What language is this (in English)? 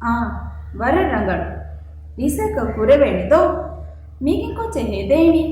Divehi